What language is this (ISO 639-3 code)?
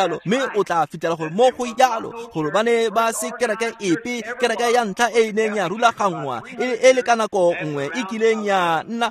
tsn